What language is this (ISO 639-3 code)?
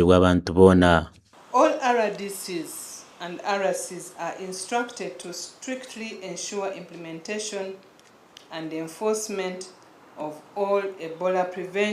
nyn